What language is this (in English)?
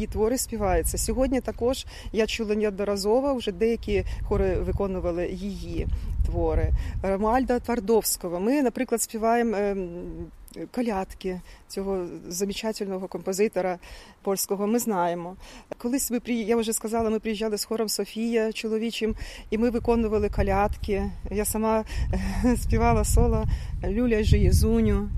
Ukrainian